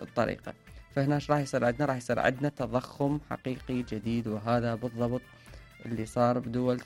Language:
Mesopotamian Arabic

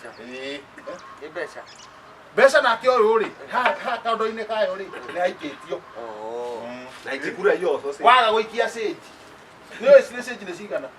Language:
Kikuyu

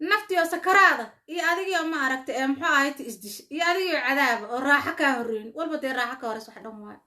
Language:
Somali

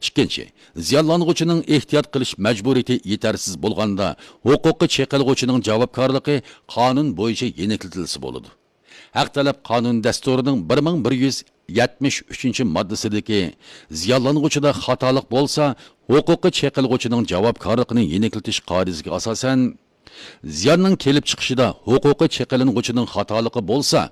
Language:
Uyghur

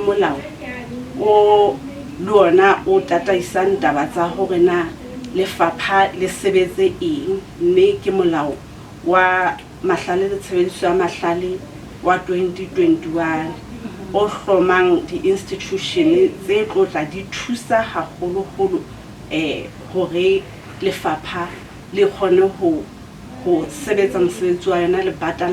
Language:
Southern Sotho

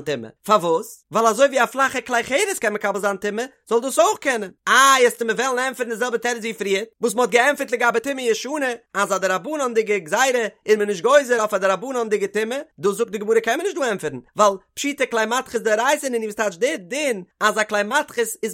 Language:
Yiddish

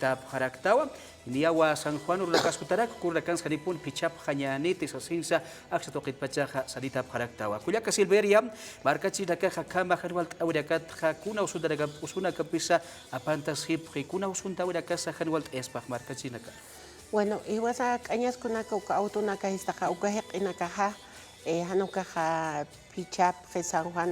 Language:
Aymara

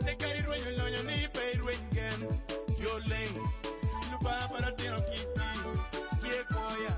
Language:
Acoli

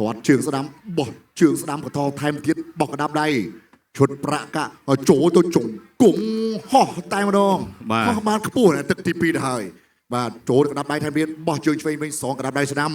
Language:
Khmer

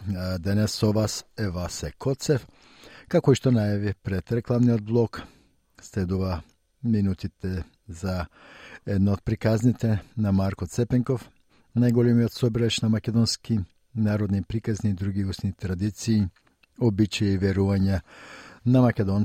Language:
Macedonian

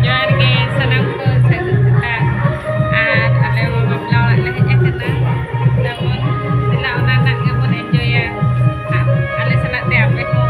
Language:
Santali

